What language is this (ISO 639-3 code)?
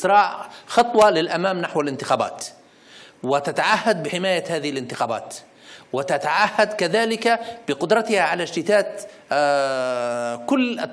ara